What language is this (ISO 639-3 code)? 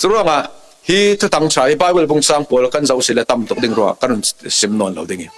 cfm